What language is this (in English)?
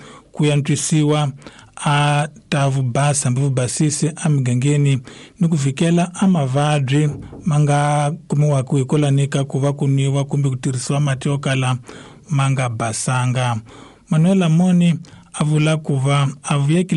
Tsonga